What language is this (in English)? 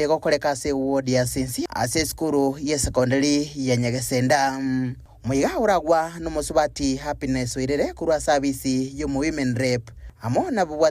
Gusii